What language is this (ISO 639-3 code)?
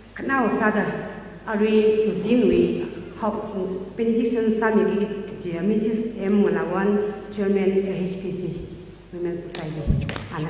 nmf